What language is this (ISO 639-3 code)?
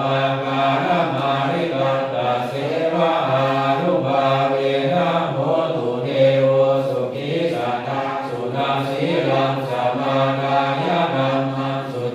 pli